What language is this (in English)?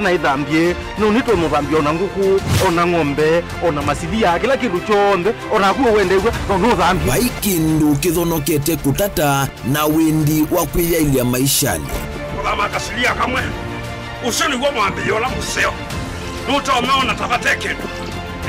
Kamba